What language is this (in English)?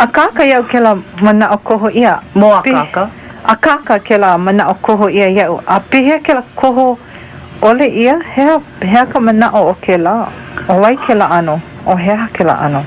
Hawaiian